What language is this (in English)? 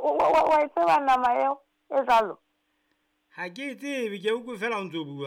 Southern Sotho